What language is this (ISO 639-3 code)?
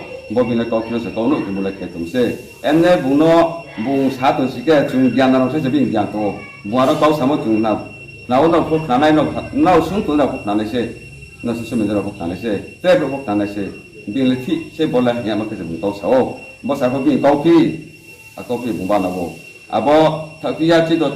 ria